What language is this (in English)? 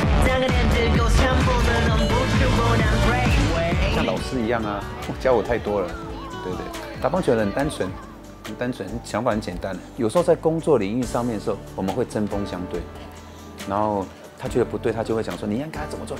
Chinese